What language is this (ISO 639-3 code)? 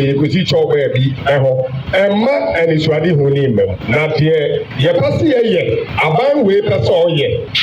aka